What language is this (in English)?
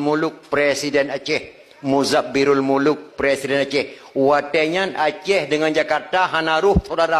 Achinese